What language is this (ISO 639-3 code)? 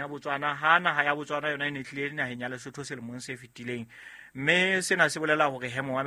sot